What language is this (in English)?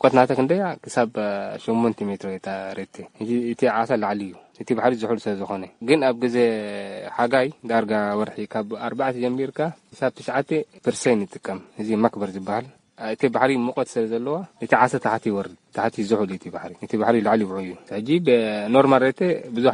Tigrinya